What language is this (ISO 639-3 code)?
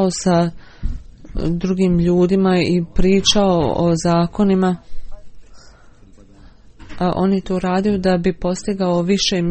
bos